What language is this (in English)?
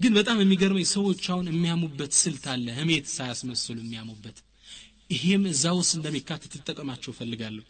Amharic